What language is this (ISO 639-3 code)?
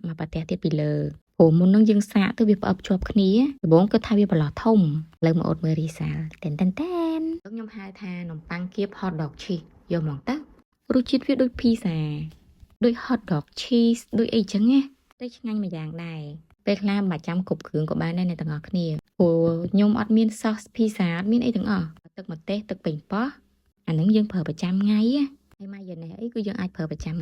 khm